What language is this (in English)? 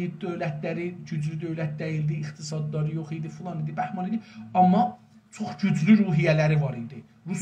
South Azerbaijani